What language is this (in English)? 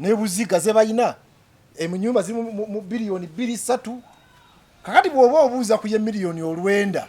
Ganda